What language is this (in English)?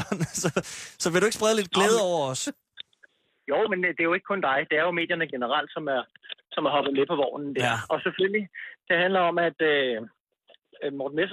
Danish